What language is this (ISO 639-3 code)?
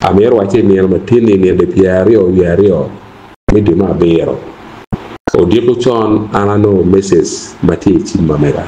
ach